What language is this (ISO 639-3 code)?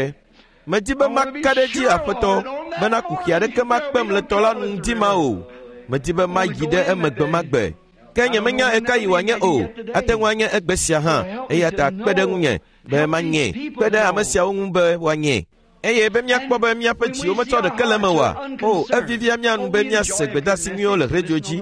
ewe